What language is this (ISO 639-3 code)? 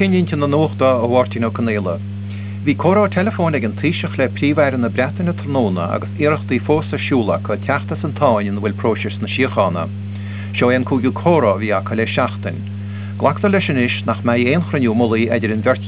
gle